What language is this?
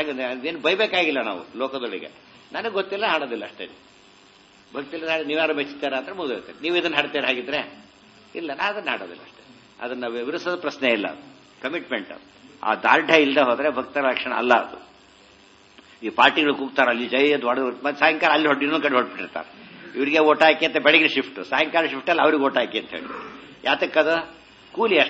Kannada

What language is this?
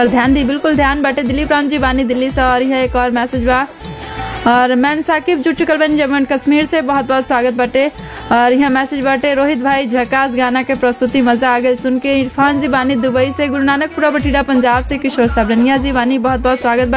Bhojpuri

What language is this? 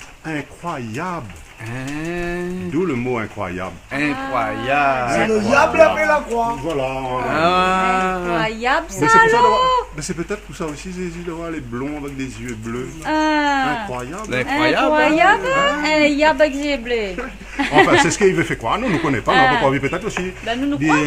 Réunion Creole French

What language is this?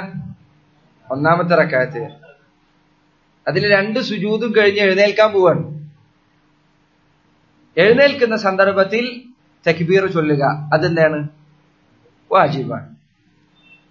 Malayalam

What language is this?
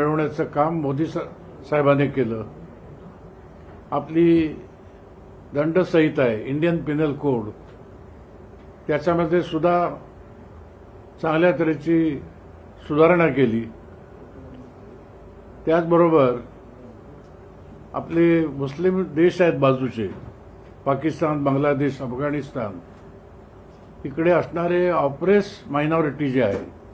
Marathi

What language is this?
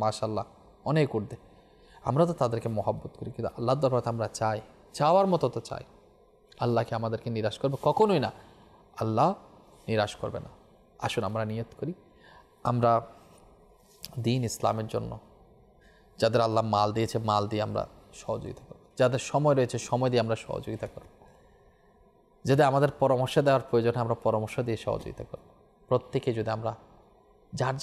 Bangla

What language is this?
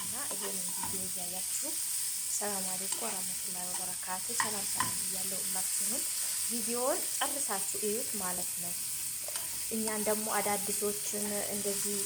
Amharic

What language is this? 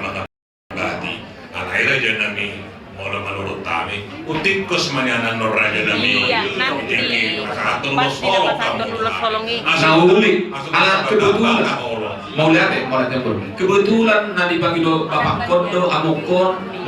Batak Toba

